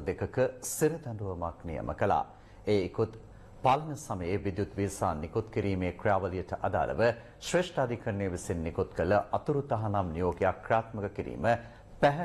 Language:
Sinhala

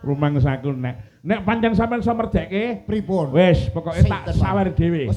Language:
Javanese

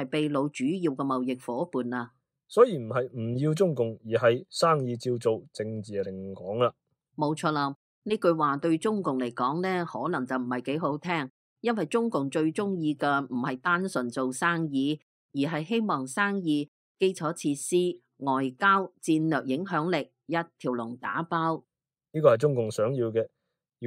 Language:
Cantonese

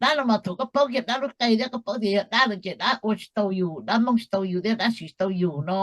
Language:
Hmong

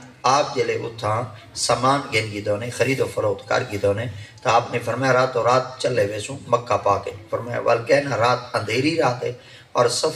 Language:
Saraiki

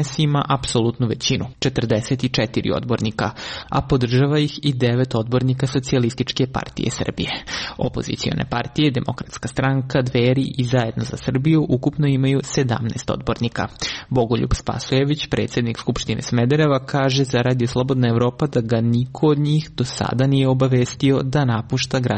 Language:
Serbian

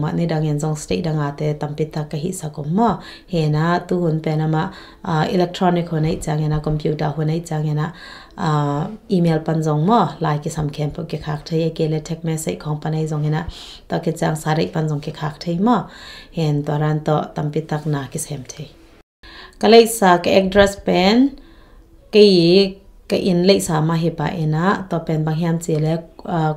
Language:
Tedim Chin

